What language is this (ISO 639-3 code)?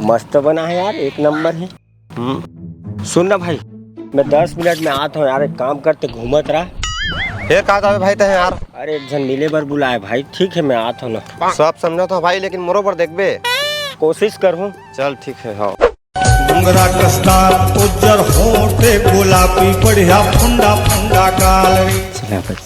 hne